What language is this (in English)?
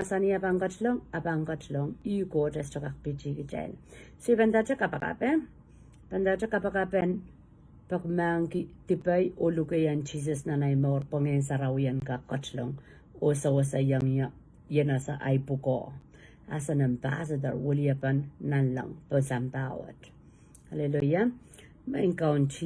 Pohnpeian